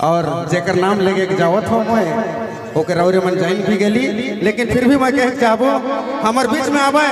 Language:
Sadri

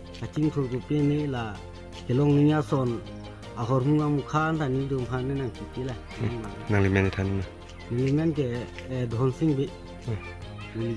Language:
Karbi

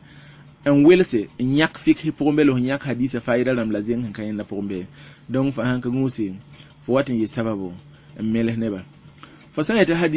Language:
Mossi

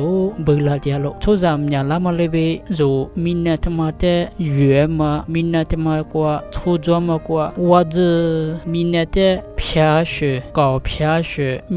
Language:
Lisu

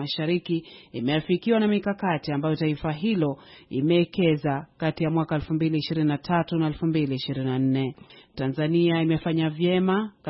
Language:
Swahili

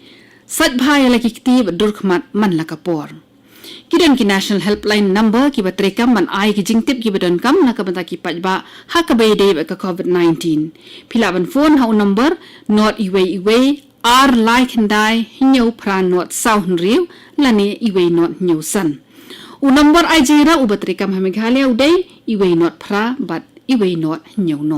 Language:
Khasi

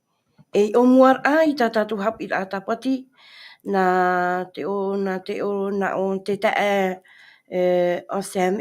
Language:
Tahitian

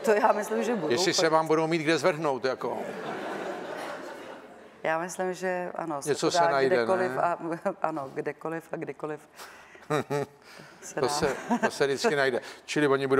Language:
Czech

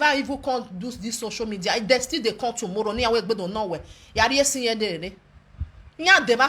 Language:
Nigerian Pidgin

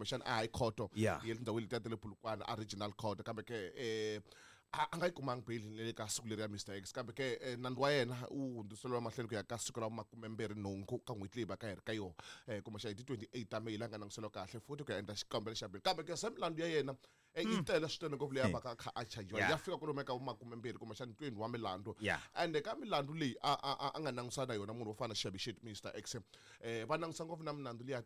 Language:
Tsonga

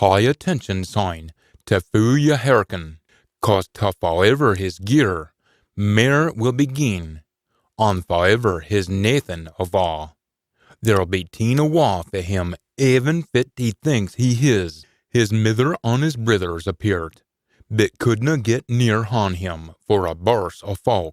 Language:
Scots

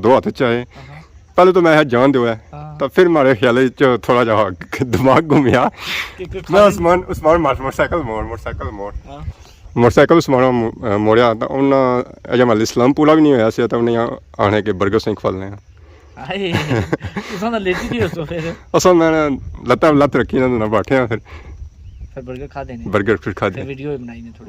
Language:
Pahari-Potwari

